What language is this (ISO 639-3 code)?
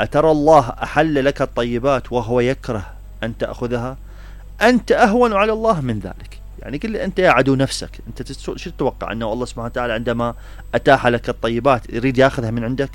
acm